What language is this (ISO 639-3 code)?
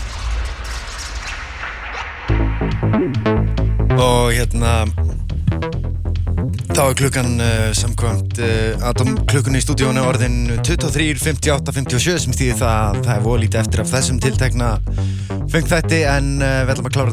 isl